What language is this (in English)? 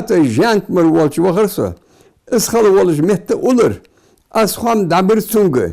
Ingush